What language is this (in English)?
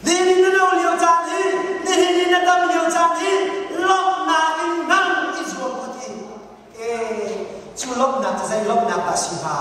Hakha Chin